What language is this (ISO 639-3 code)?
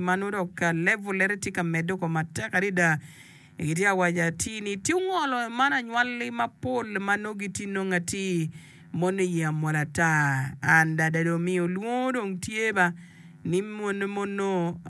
ach